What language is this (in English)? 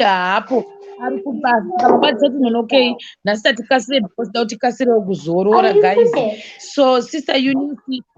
Shona